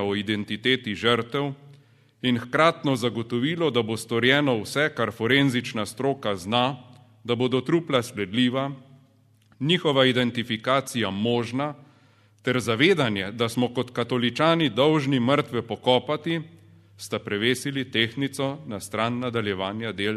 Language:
Slovenian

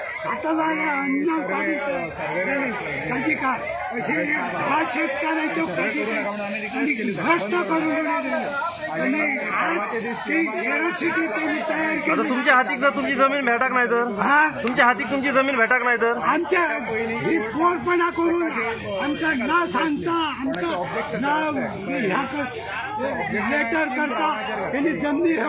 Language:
Konkani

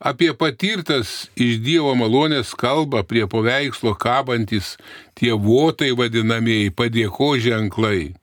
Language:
Lithuanian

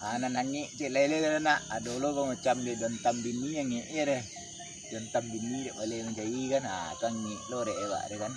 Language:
Minangkabau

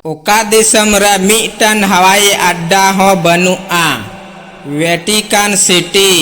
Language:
Santali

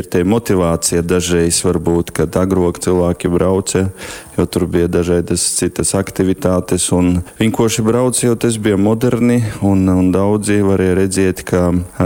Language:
Latgalian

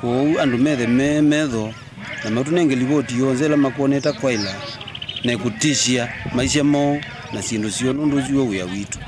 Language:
Kamba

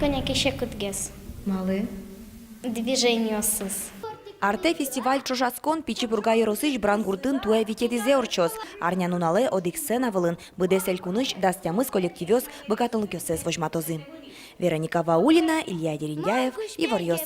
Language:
Udmurt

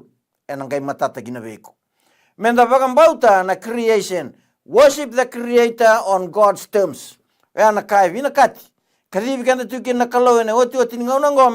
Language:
Fijian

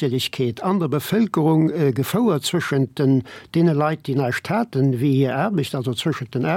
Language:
Luxembourgish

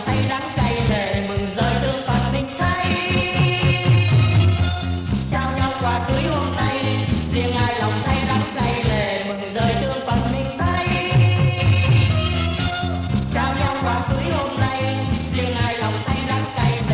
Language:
Vietnamese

